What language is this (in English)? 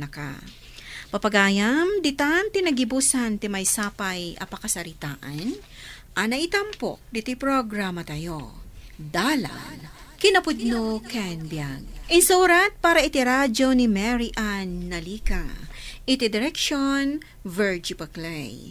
Iloko